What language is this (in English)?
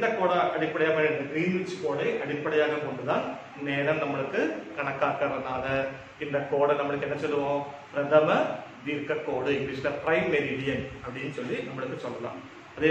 Tamil